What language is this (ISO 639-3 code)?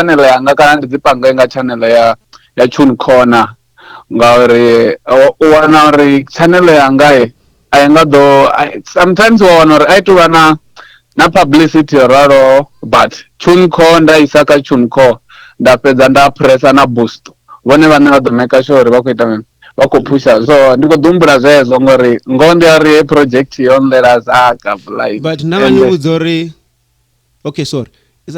ven